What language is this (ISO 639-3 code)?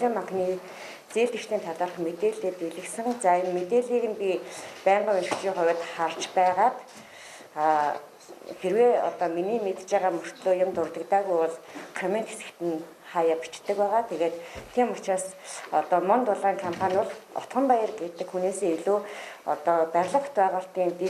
mon